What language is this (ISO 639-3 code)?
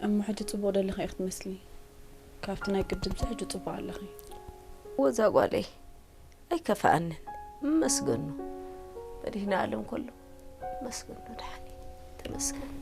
tir